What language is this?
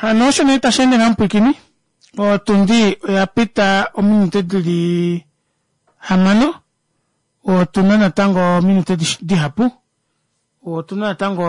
Kuanyama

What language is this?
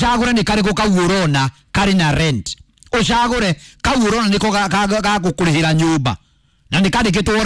Kikuyu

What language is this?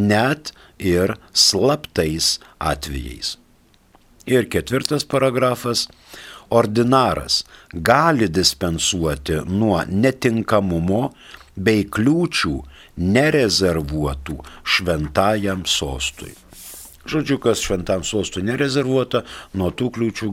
Lithuanian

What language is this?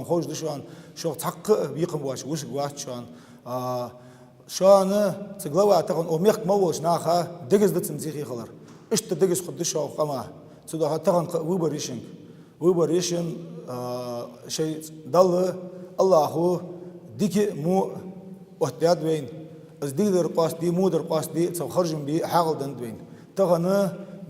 Ingush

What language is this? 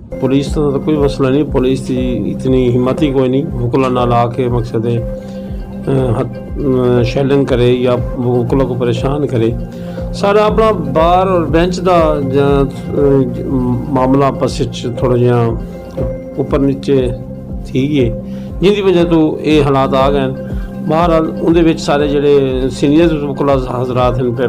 Saraiki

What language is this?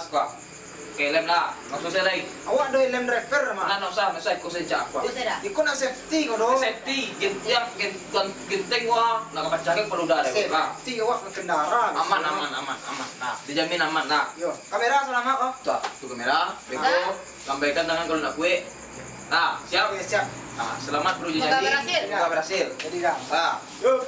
Minangkabau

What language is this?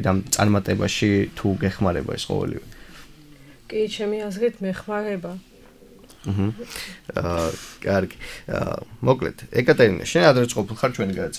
Georgian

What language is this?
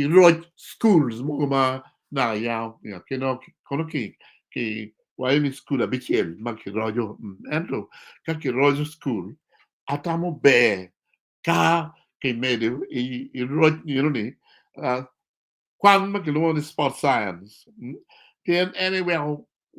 Acoli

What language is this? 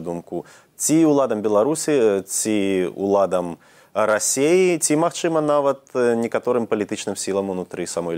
Belarusian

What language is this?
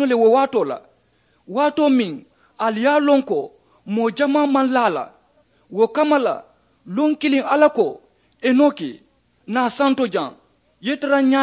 Mandingo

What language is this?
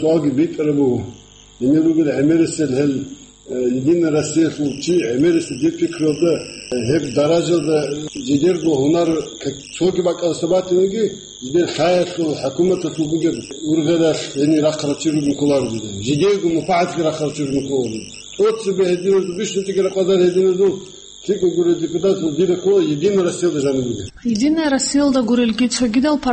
Avaric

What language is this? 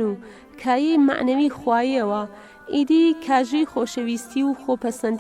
Central Kurdish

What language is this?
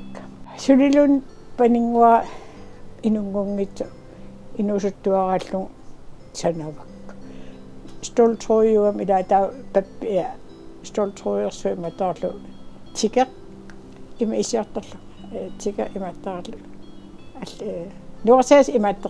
Kalaallisut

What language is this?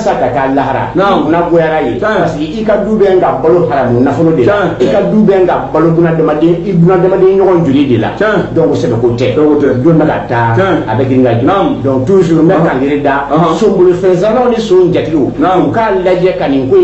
Bambara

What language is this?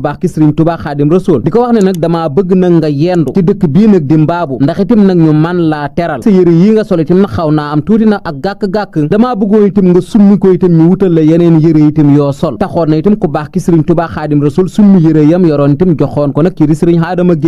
Wolof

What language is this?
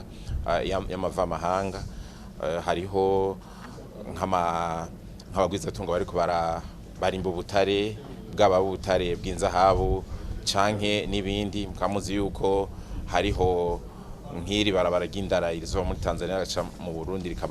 Rundi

